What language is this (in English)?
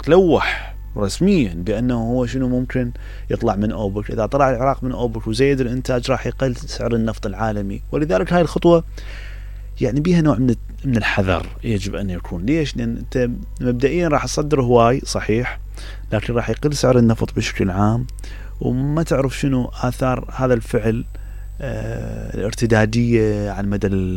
Mesopotamian Arabic